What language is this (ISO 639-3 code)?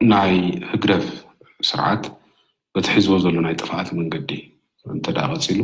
tir